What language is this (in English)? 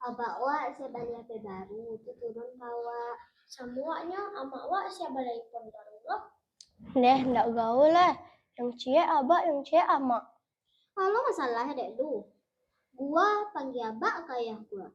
Minangkabau